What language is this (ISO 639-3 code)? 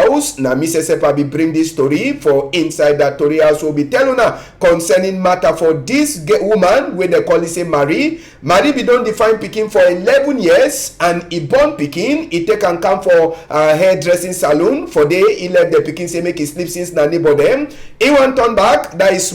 wes